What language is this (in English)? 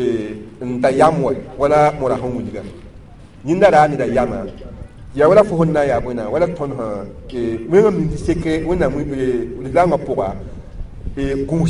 Mossi